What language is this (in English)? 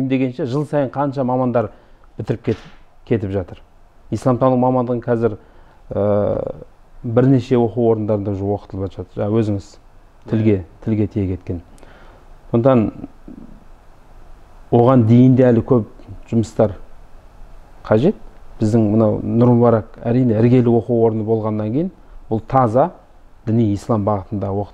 Kazakh